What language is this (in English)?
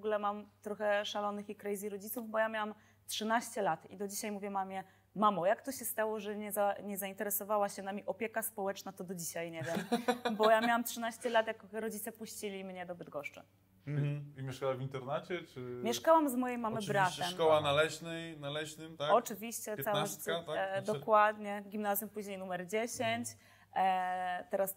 Polish